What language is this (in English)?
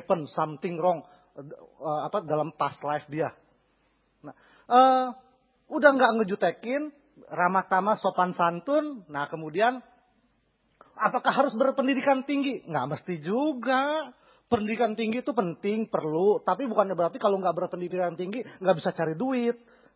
Indonesian